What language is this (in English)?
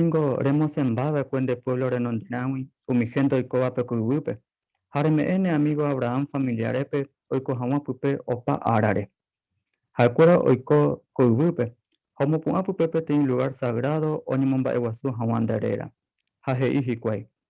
Guarani